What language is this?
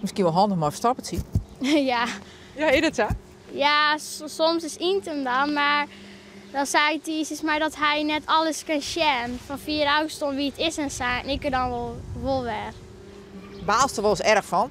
Western Frisian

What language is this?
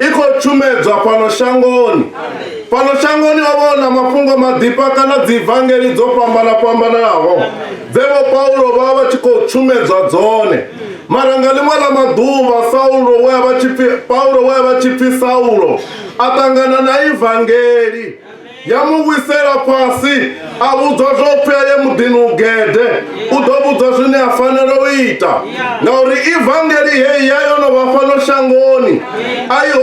Venda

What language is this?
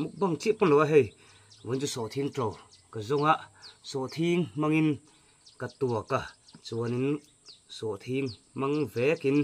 Mizo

